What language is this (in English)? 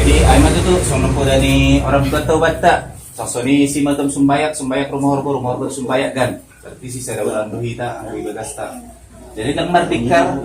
Batak Simalungun